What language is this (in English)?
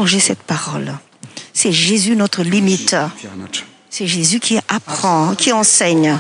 French